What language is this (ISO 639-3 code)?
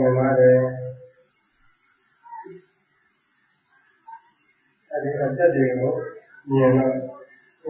mya